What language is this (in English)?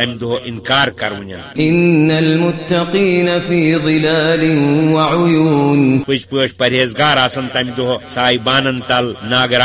Kashmiri